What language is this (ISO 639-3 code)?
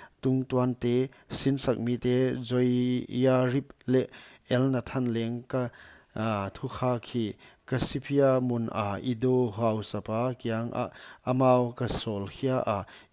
pck